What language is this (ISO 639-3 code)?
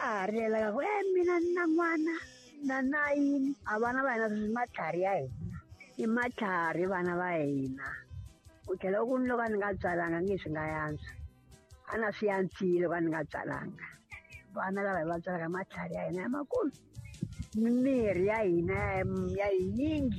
tso